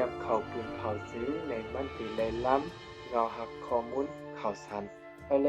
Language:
Shan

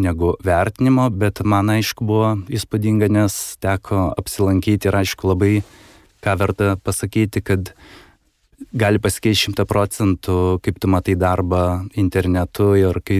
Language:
Lithuanian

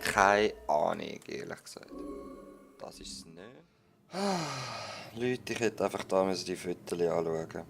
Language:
Swiss German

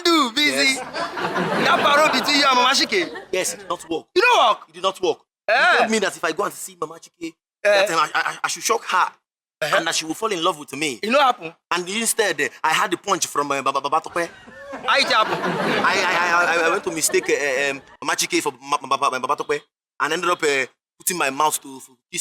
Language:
Nigerian Pidgin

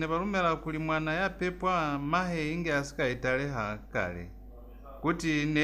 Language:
Lozi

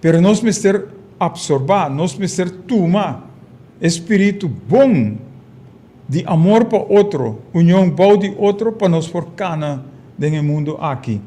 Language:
Papiamento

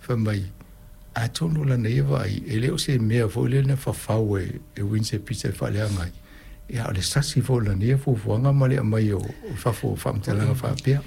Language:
Samoan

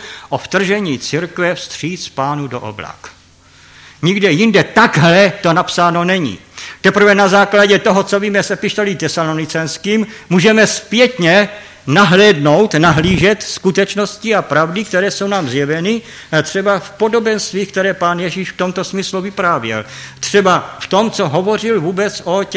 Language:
Czech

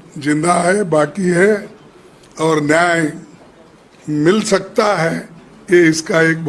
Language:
Santali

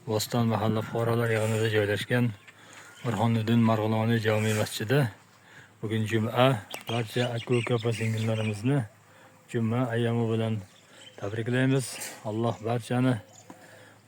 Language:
Uzbek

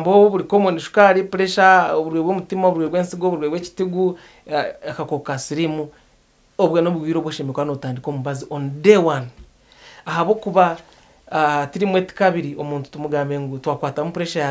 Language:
Nyankole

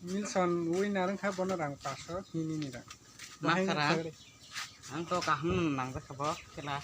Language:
Kok Borok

